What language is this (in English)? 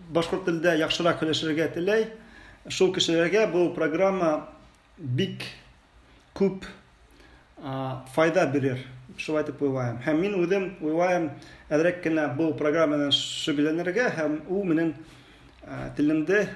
Bashkir